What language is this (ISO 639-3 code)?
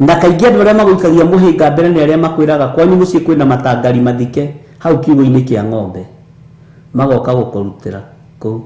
kik